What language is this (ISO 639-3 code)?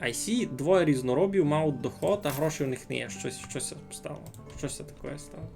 rue